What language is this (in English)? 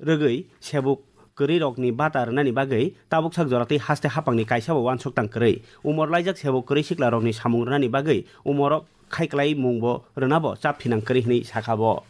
Kok Borok